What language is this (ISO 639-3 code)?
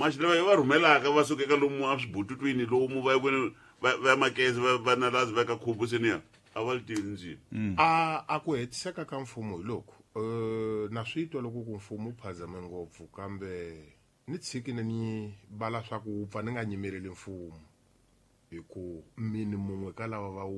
tso